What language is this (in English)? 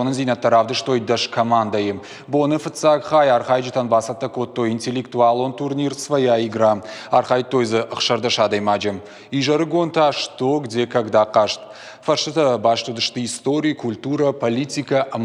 Ossetic